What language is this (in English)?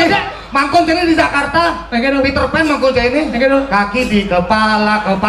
Balinese